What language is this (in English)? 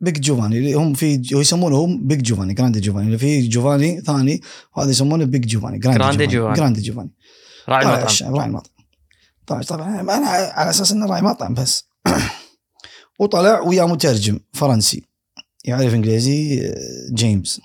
Gulf Arabic